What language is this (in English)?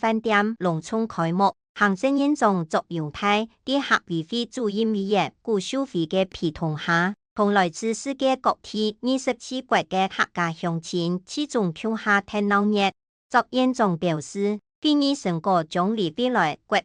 Hakka Chinese